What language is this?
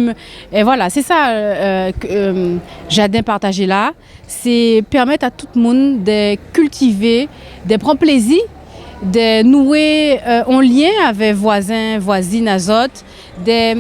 Guadeloupean Creole French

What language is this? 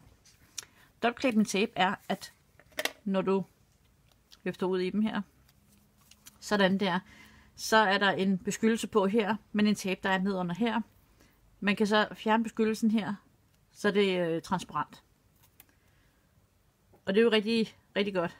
Danish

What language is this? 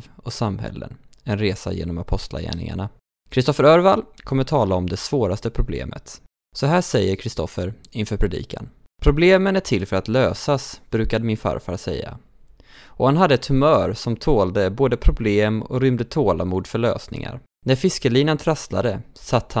Swedish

